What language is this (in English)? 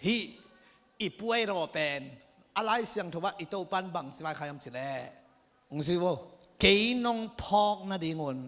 Tedim Chin